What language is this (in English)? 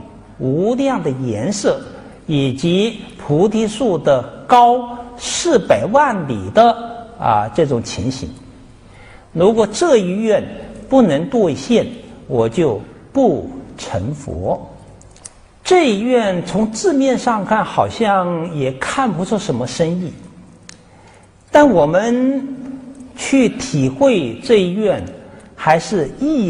Chinese